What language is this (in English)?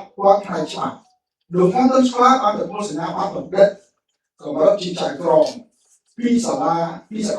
Khmer